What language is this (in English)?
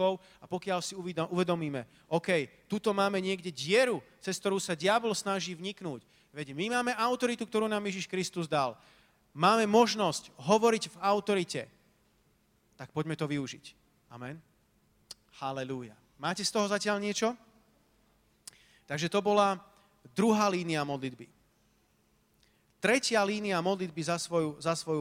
Slovak